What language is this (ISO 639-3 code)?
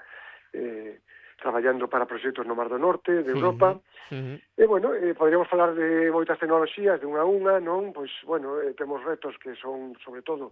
glg